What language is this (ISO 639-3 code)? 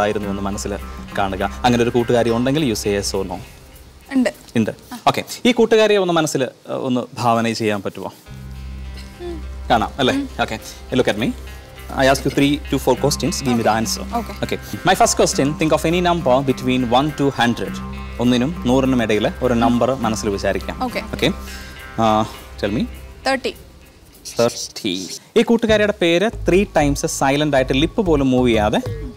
mal